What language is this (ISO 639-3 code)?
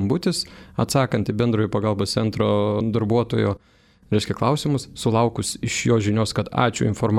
lit